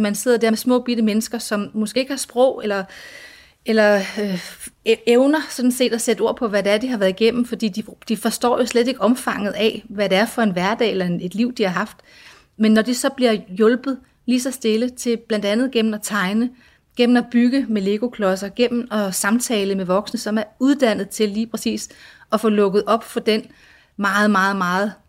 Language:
Danish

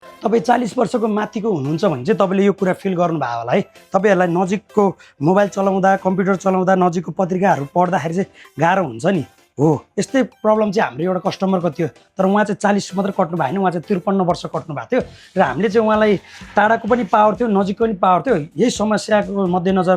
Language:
Nepali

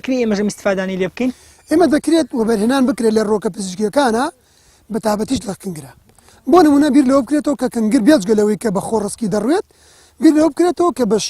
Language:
Central Kurdish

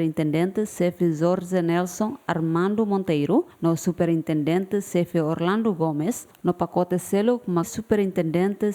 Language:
Tetum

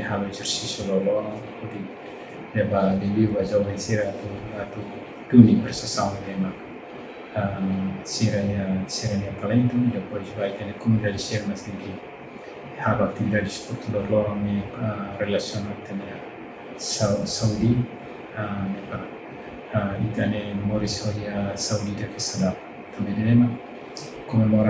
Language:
Tetum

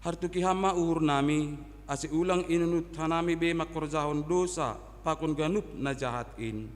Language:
Batak Simalungun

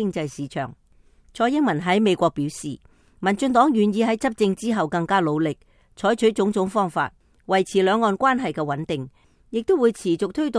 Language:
Cantonese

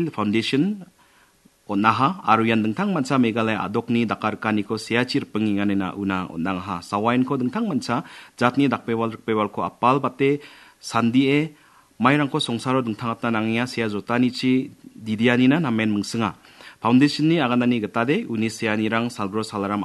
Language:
Garo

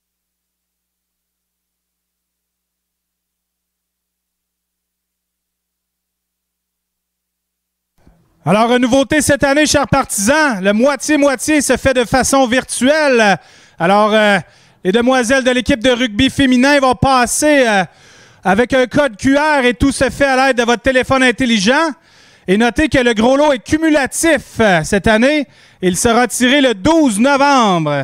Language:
French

